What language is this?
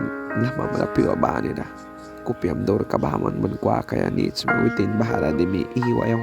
Mískito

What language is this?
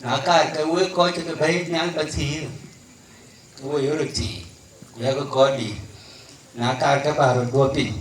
Dinka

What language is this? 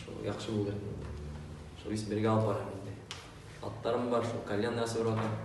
Bashkir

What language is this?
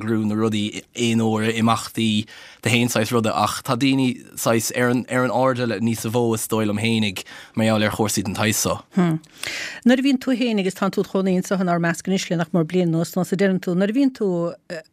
Irish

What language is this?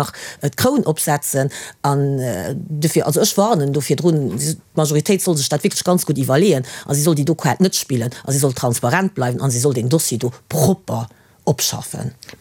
Luxembourgish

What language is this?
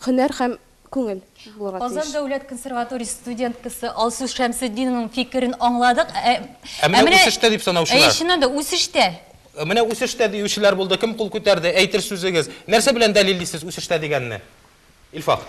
Tatar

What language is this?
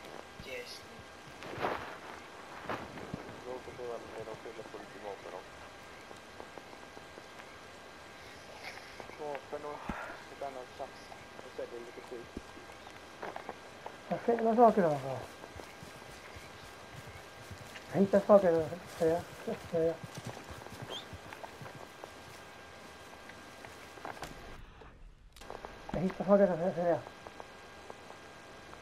Swedish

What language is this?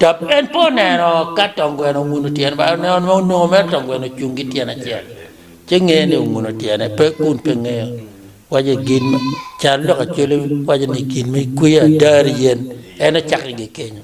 Acoli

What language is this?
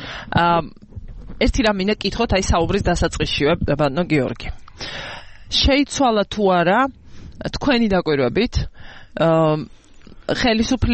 Georgian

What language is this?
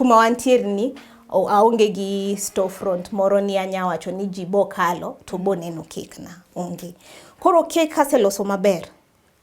Luo (Kenya and Tanzania)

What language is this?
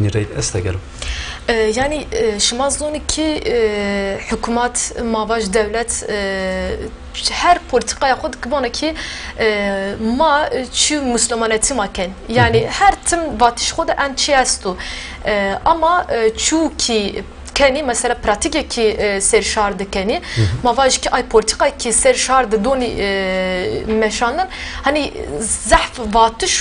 Zaza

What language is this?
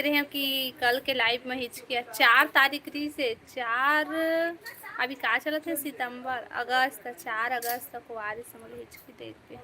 Chhattisgarhi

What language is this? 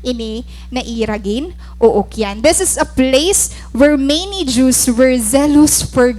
Waray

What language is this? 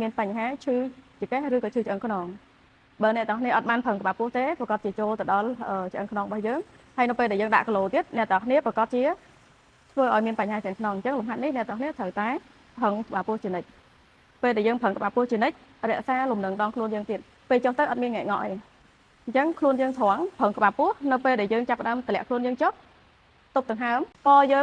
Khmer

